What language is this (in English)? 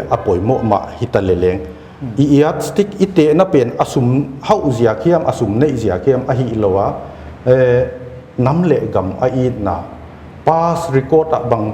Paite Chin